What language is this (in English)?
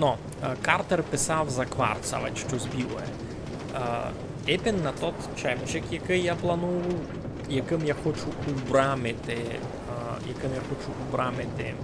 Rusyn